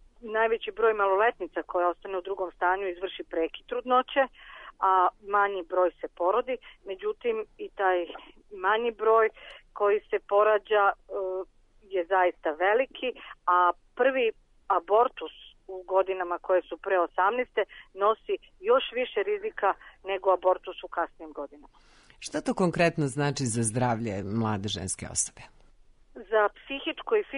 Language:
Serbian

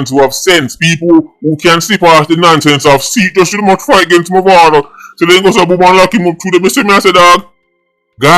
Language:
Jamaican Creole English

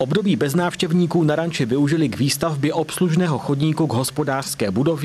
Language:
Czech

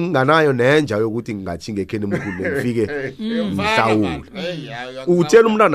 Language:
South Ndebele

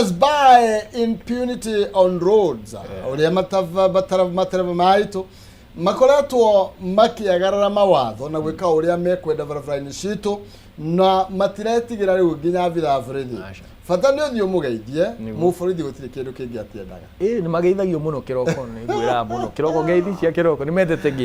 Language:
Kikuyu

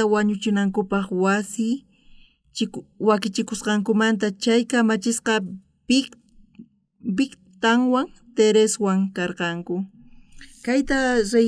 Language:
South Bolivian Quechua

